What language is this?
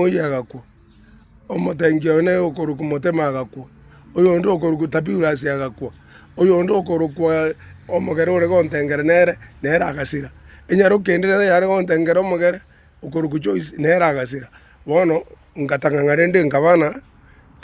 Gusii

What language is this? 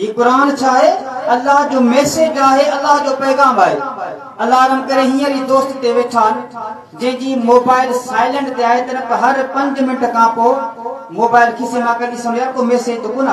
Sindhi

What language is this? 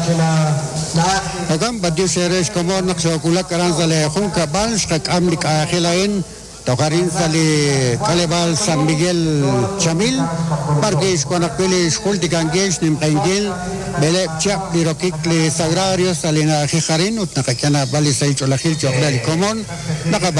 Kekchí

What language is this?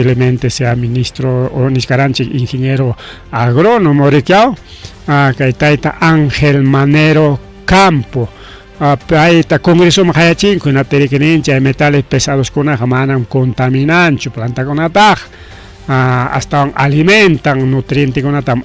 Ayacucho Quechua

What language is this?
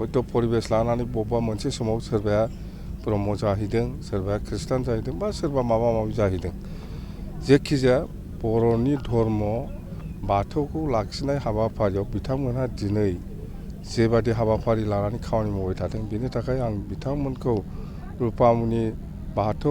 Bodo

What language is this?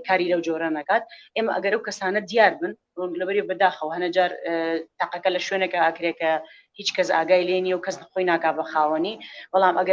Central Kurdish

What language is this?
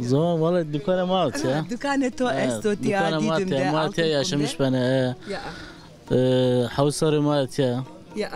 Zaza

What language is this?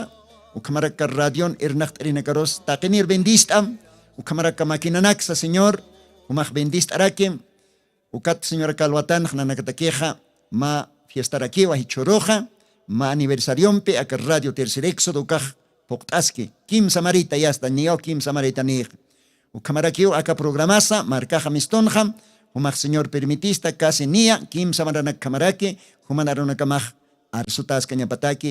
Aymara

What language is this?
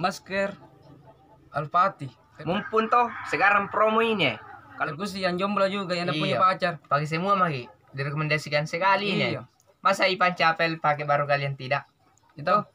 Makassar Malay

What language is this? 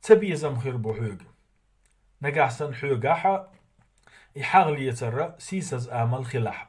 Chechen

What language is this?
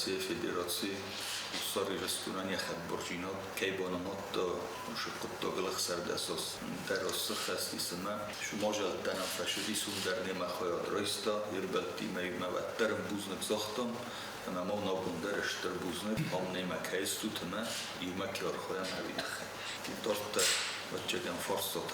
Ossetic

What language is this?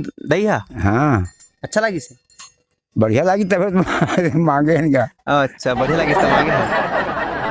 Chhattisgarhi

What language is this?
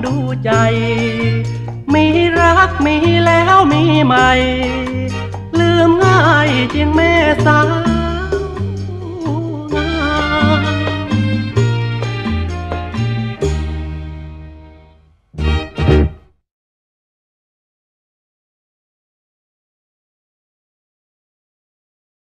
Thai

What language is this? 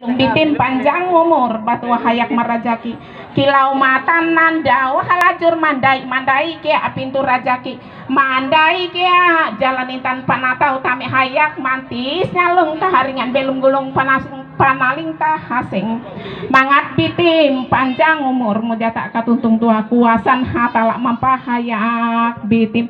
Ngaju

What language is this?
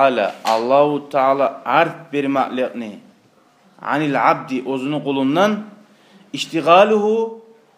Kumyk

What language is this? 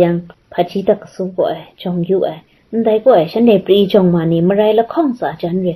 Kachin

